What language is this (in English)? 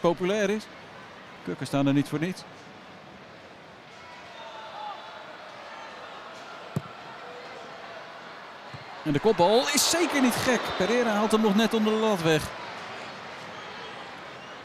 Dutch